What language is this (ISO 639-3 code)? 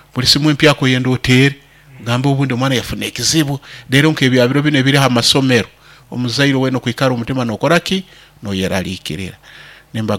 nyo